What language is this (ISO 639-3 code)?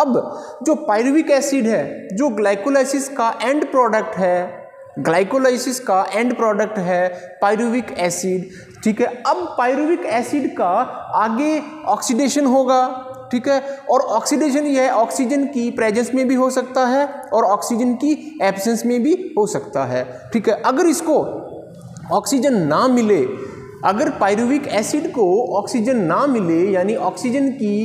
hin